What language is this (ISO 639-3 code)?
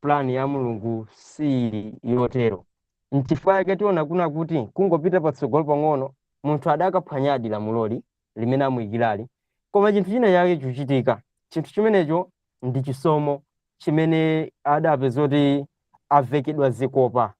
nya